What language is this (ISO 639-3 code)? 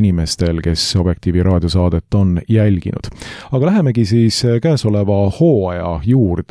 est